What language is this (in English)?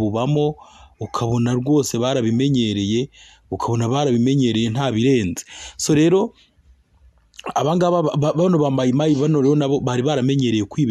Kinyarwanda